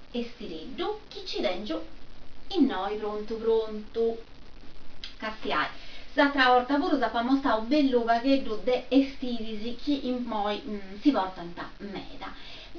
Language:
Sardinian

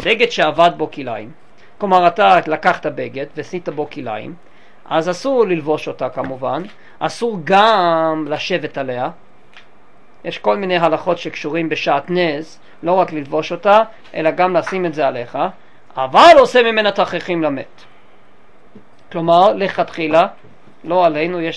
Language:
Hebrew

